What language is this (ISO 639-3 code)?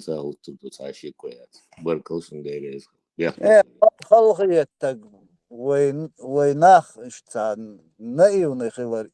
che